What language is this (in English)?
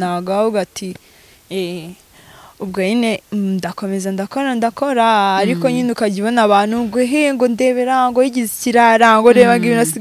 Kinyarwanda